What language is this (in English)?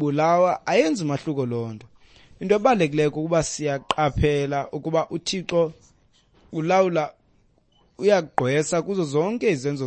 Xhosa